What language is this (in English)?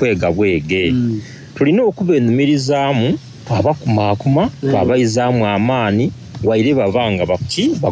Soga